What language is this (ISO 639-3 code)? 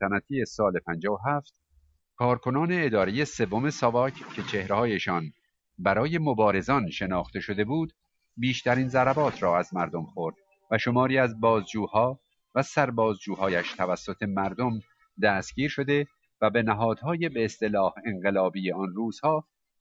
fas